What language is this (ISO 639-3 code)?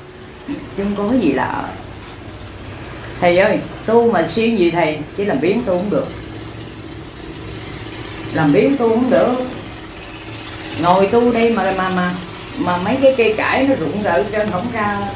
vie